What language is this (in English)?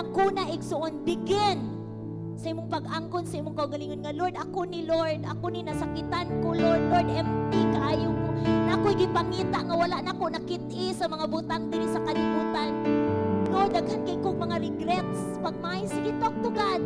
Cebuano